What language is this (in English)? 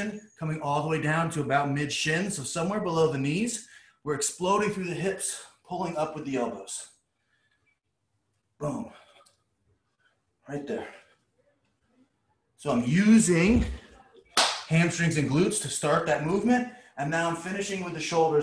English